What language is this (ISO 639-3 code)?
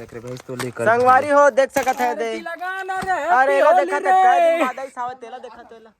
hne